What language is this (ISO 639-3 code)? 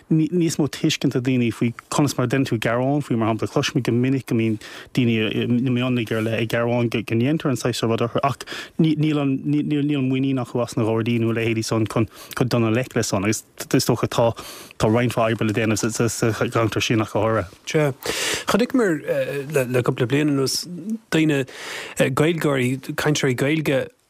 gle